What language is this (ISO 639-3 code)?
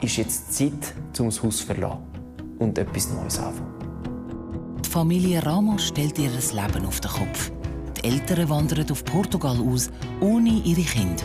gsw